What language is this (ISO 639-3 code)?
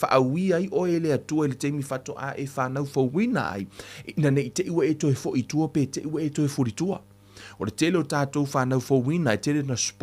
smo